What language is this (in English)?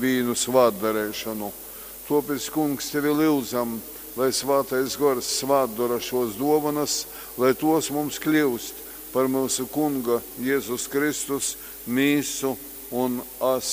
Latgalian